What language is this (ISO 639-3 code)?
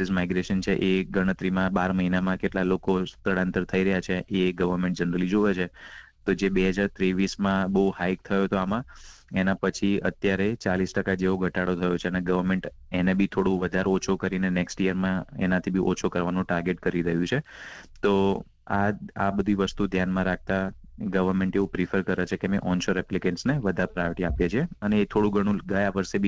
guj